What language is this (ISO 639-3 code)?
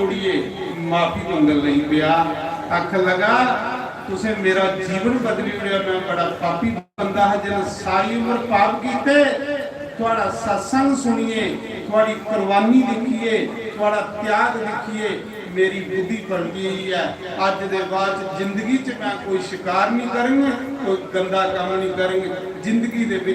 doi